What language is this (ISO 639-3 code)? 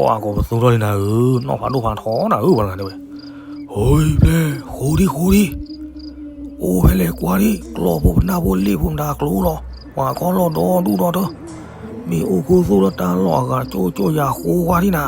ksw